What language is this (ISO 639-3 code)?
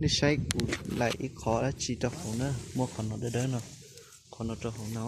hmn